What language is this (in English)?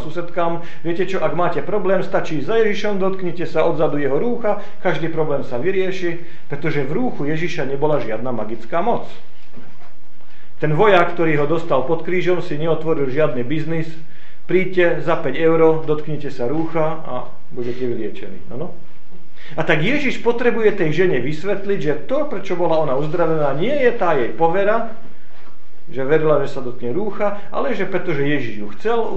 Slovak